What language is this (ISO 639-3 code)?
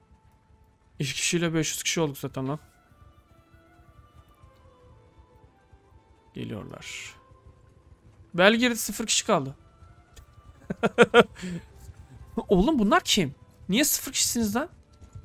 tur